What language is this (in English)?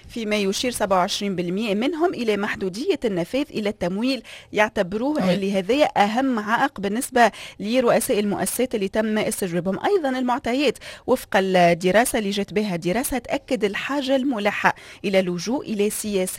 Tunisian Arabic